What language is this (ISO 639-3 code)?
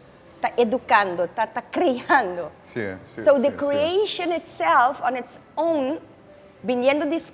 pap